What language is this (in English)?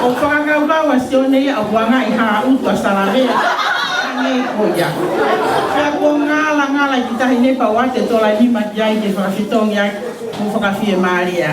Tongan